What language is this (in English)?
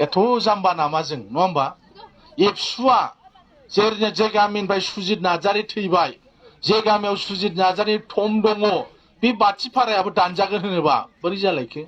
Bodo